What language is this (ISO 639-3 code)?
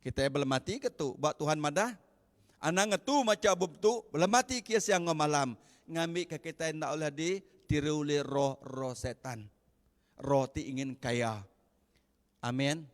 iba